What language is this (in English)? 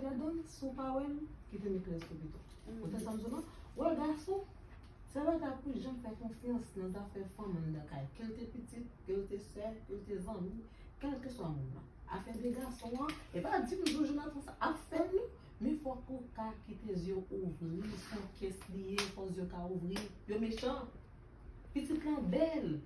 Haitian Creole